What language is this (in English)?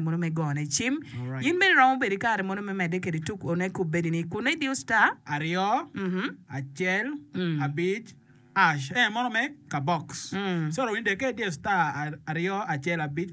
Acoli